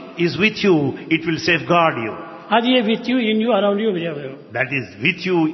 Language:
Telugu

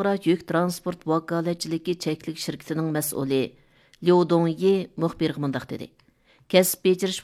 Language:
Uyghur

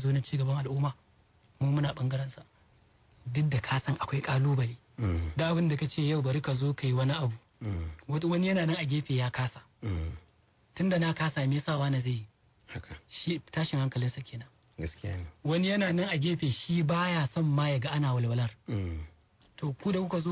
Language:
Hausa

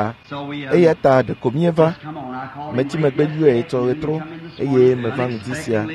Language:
Ewe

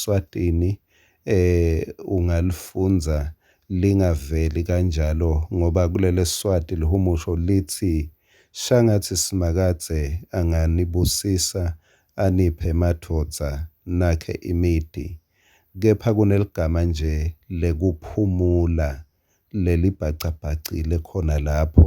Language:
Swati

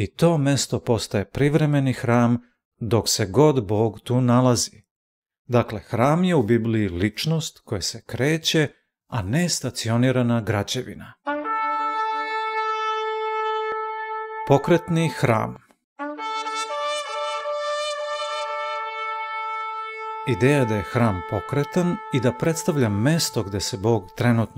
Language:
Serbian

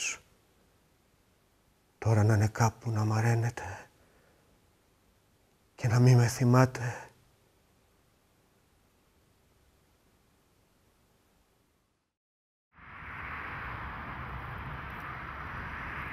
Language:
Greek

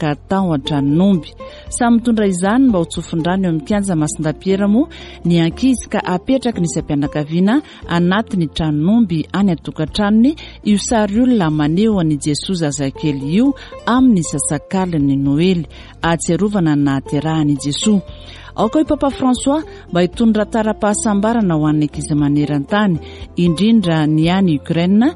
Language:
Malagasy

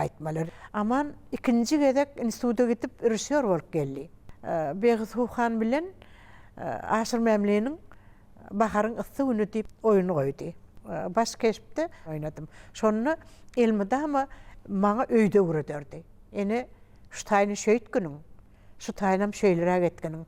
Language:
Turkmen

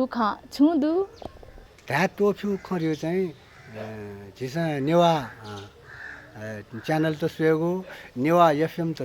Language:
Newari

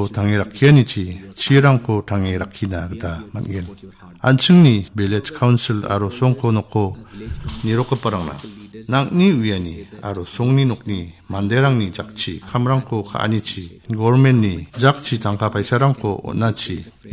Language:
Garo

